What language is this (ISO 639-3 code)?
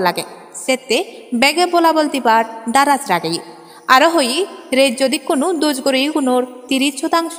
ccp